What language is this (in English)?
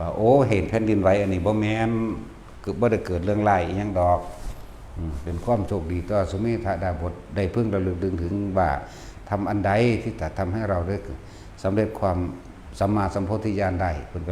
Northeastern Thai